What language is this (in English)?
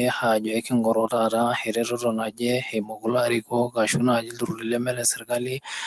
Masai